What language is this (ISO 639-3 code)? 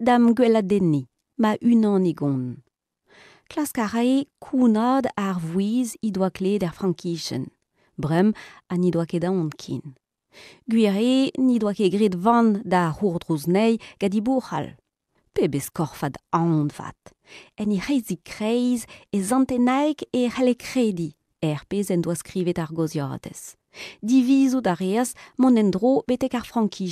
bre